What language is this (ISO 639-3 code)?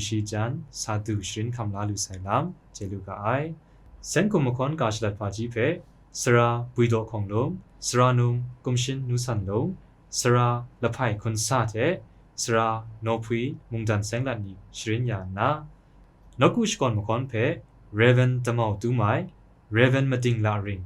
kac